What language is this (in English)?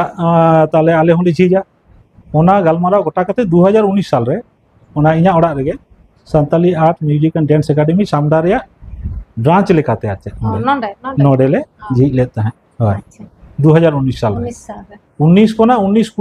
Santali